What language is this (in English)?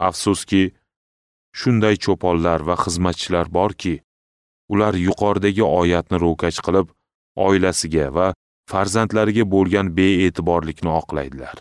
Uzbek